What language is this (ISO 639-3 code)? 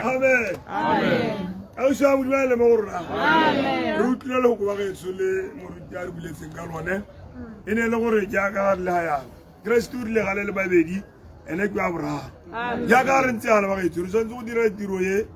tsn